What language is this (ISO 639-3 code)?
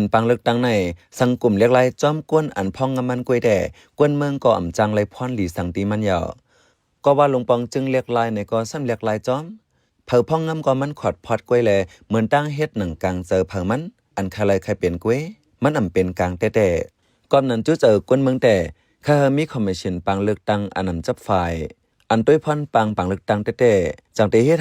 shn